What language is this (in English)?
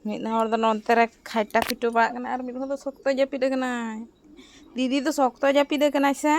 Santali